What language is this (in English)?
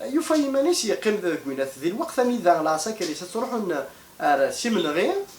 Kabyle